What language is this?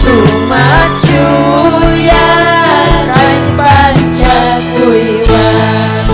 Ayacucho Quechua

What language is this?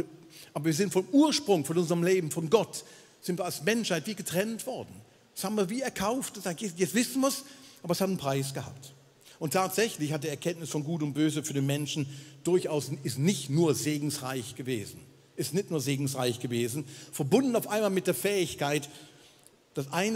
Swiss German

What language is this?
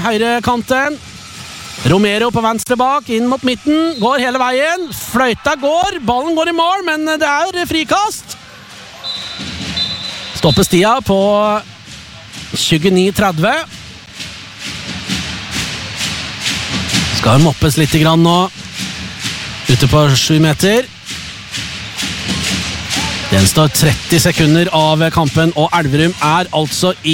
Norwegian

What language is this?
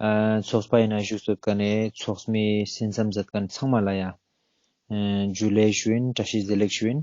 Ladakhi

